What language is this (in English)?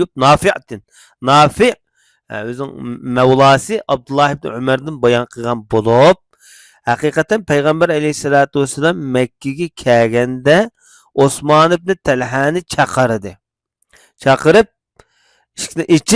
Uyghur